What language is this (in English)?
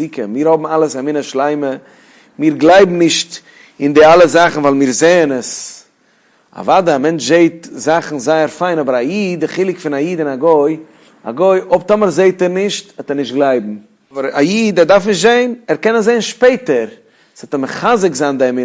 Yiddish